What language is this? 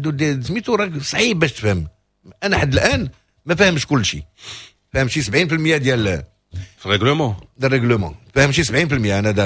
Moroccan Arabic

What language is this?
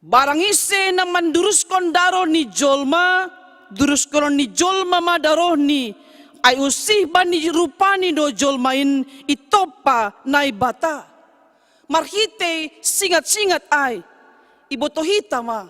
Batak Simalungun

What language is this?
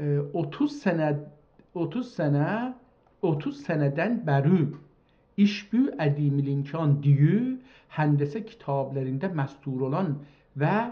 South Azerbaijani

